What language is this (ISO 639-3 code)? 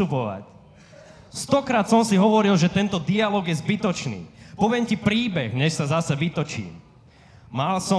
slk